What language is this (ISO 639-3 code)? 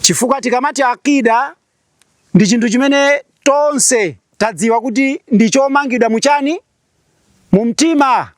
nya